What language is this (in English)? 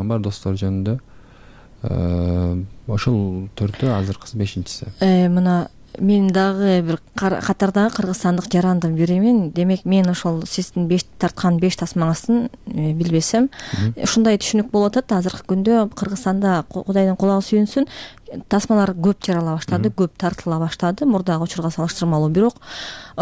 Kyrgyz